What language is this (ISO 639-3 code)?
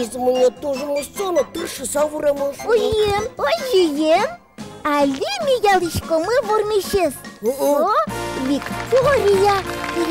udm